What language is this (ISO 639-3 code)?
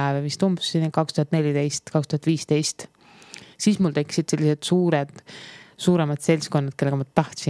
est